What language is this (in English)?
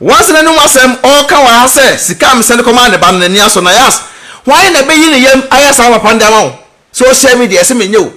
Akan